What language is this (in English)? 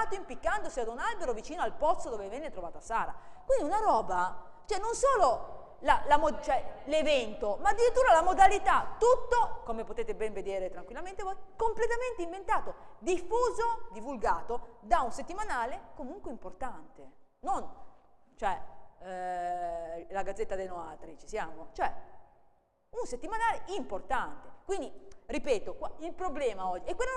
Italian